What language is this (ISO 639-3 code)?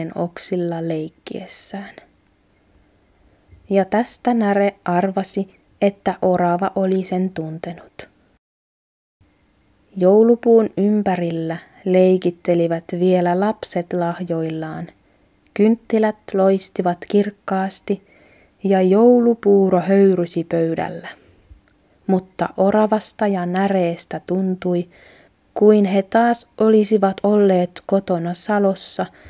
fin